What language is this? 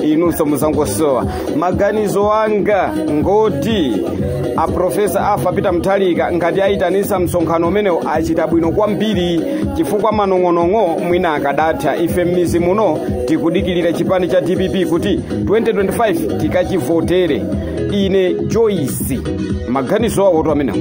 Nyanja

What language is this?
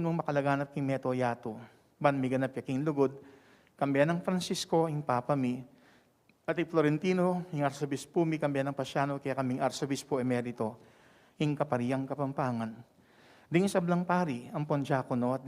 Pampanga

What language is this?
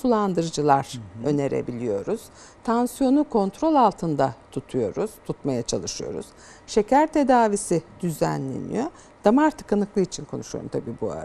Turkish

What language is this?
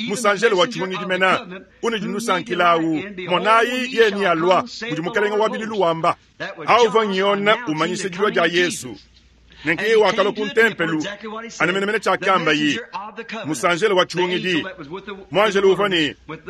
Luba-Lulua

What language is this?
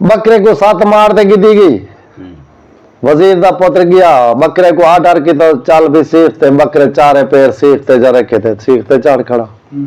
Saraiki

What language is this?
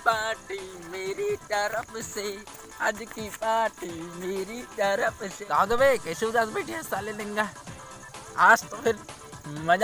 Chhattisgarhi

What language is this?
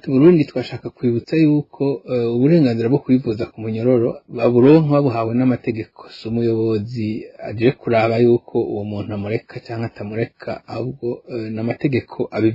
Rundi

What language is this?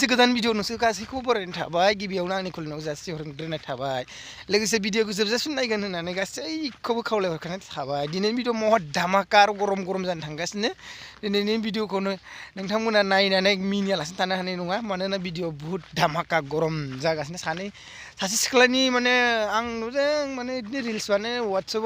Bodo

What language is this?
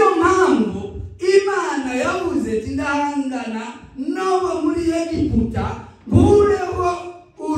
Rundi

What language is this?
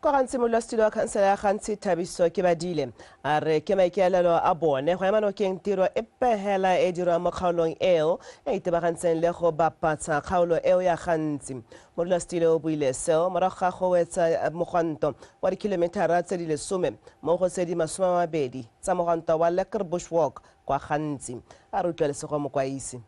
Tswana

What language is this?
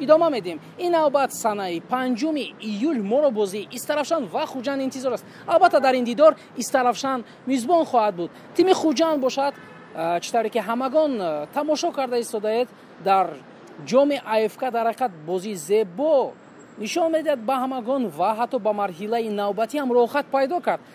Tajik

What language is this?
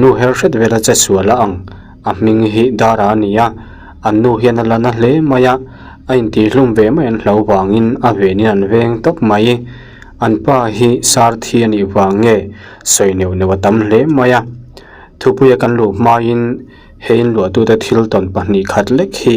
Mizo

